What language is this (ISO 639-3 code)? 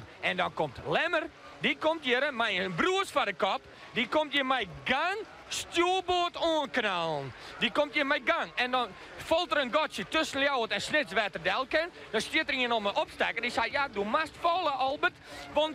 fry